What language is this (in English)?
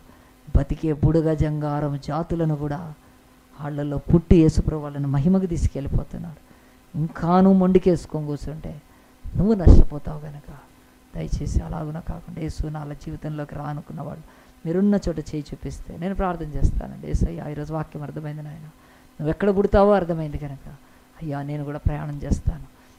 Telugu